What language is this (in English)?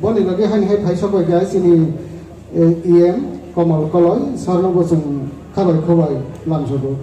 Kok Borok